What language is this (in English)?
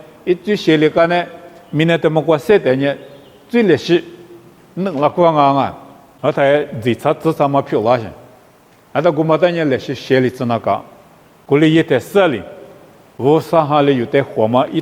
Lisu